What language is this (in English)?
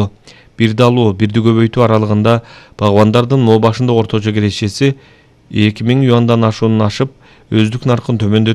Kyrgyz